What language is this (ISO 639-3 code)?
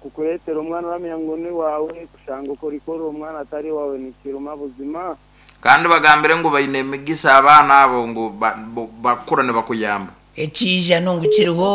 nyn